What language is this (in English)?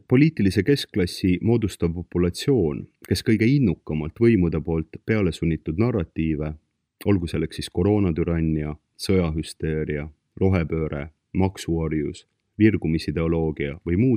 Estonian